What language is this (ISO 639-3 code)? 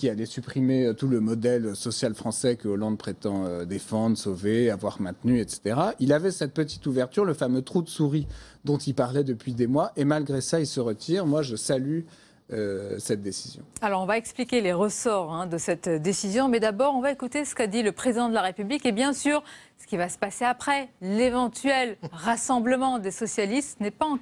fra